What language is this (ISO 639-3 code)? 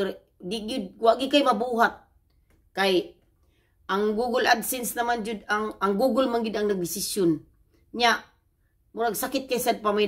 ceb